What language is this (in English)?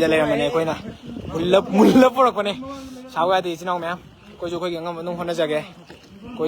Manipuri